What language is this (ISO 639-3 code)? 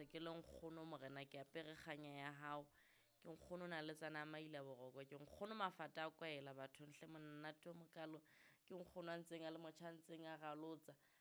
sot